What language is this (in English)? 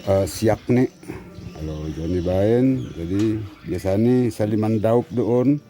Batak Simalungun